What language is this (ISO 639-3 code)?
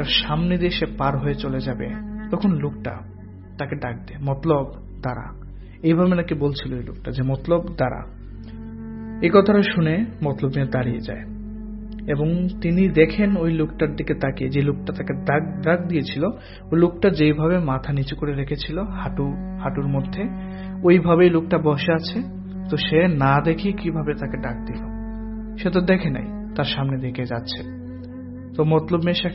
ben